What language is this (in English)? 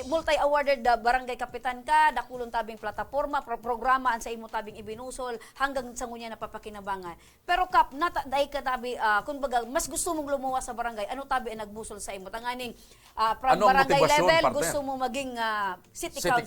Bikol